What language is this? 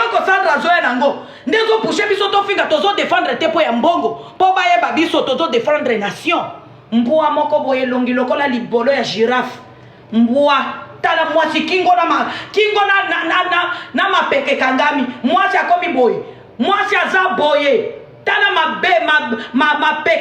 Lingala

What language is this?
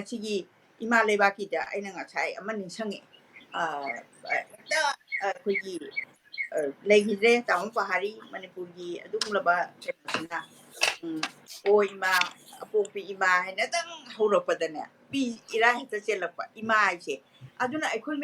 Manipuri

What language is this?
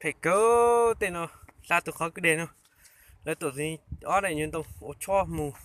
Hmong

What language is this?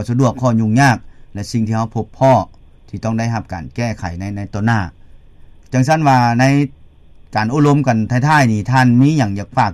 Lao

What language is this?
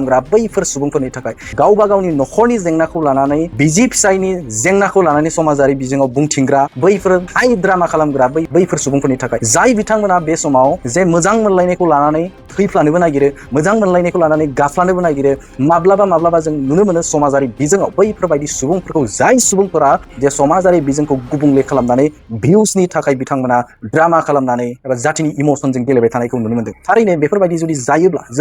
Bodo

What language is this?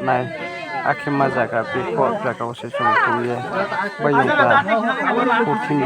Riang (India)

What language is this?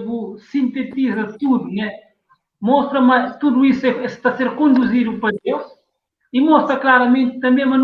Kabuverdianu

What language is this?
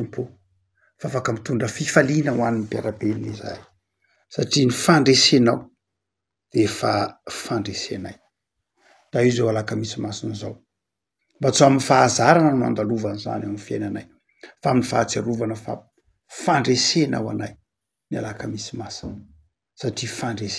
Malagasy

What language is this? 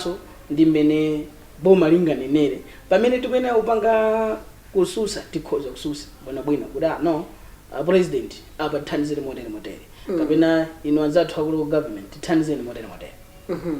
Nyanja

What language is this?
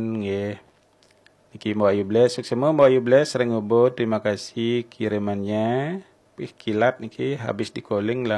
Balinese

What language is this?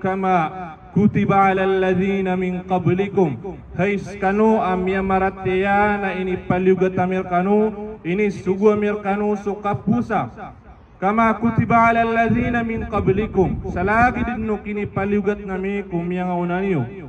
Maranao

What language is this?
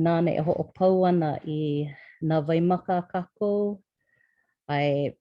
Hawaiian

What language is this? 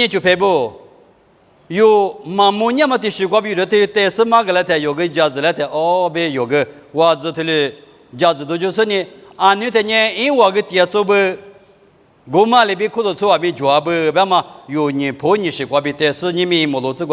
Lisu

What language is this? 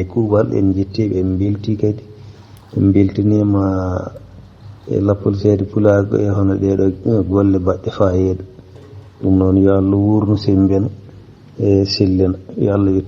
Fula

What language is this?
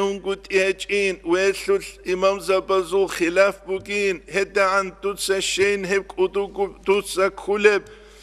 Avaric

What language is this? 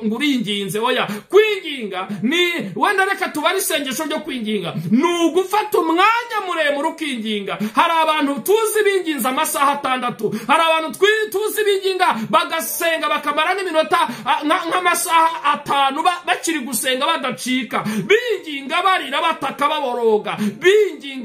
Kinyarwanda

